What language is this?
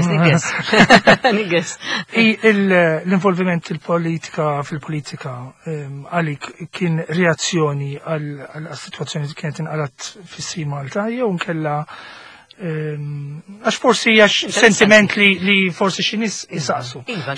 Maltese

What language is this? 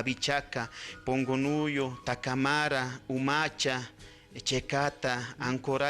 Aymara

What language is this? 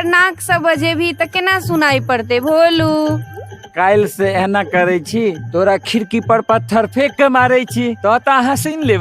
Maithili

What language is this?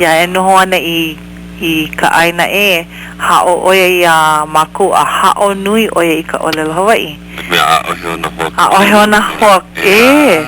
Hawaiian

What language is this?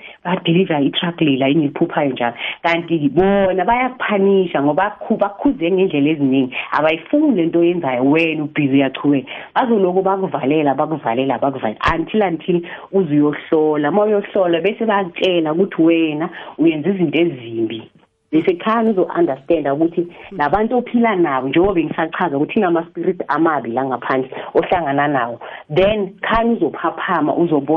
South Ndebele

